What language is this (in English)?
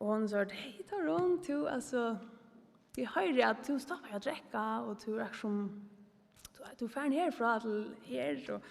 Faroese